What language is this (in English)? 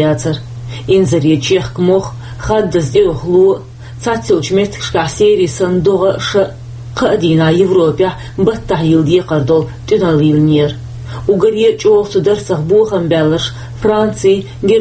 Chechen